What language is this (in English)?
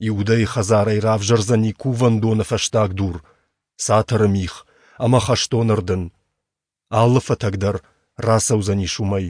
Ossetic